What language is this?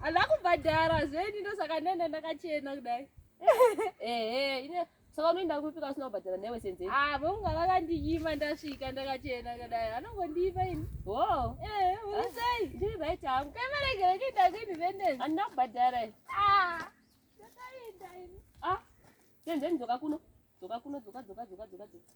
Shona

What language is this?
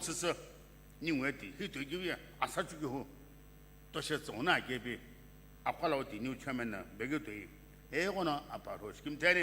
Sumi Naga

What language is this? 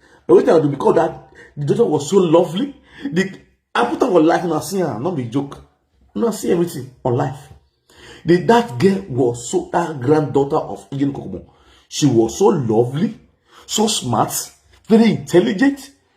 Nigerian Pidgin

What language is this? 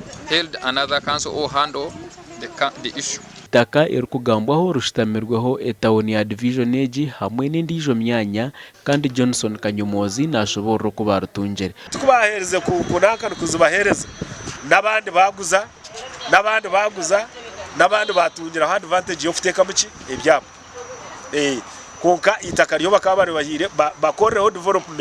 Nyankole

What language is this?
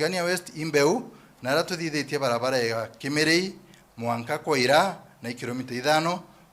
Meru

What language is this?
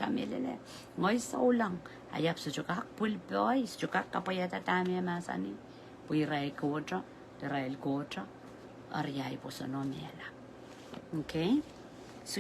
Pohnpeian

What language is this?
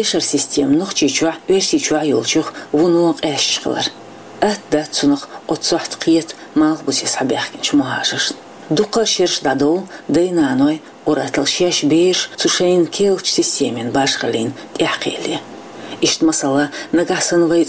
Chechen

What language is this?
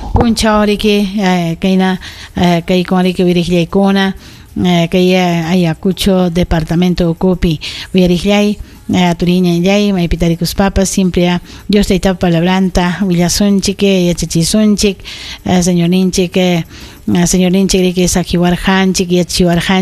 Ayacucho Quechua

